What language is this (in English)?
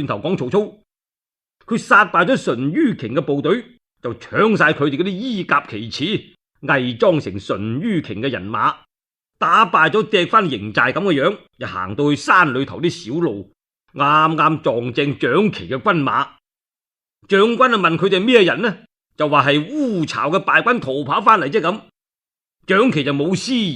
Cantonese